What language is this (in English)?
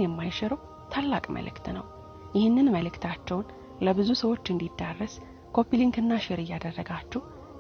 Amharic